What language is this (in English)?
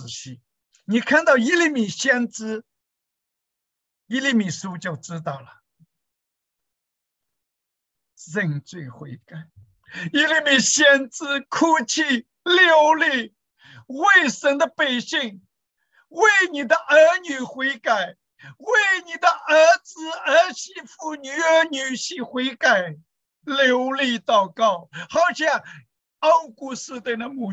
Chinese